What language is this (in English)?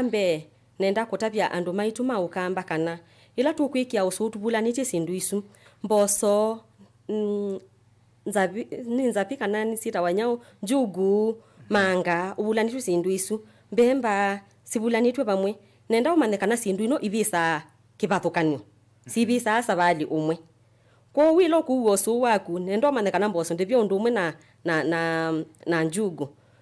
Kamba